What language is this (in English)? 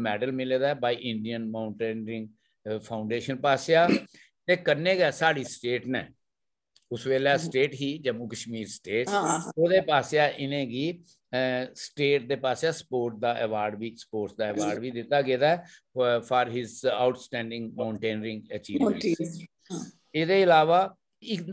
Dogri